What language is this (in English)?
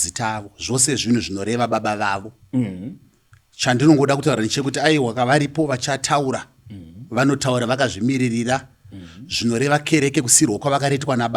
Shona